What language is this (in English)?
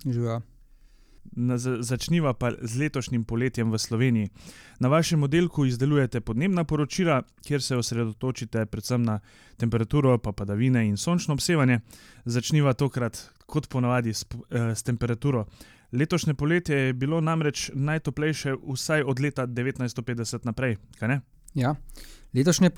Slovenian